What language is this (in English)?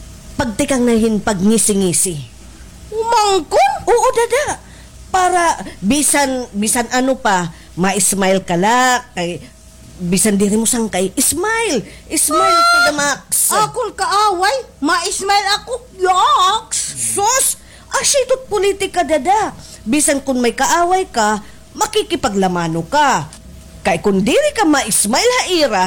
Waray